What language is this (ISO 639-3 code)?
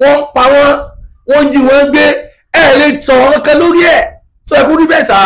yor